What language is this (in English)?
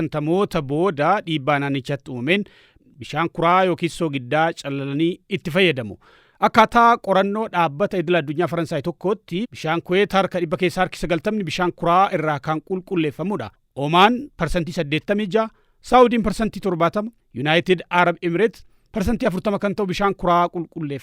Oromo